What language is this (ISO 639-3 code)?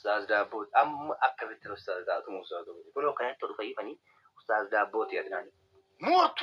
orm